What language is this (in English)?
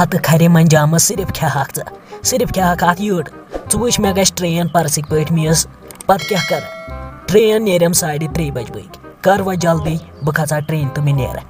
Kashmiri